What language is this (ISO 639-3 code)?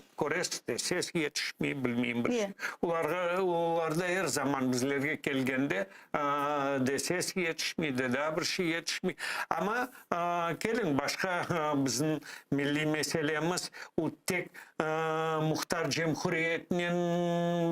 crh